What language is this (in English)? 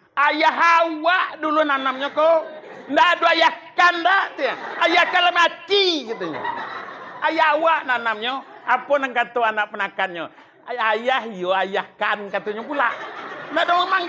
Minangkabau